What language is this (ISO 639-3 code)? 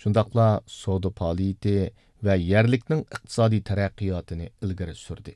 uig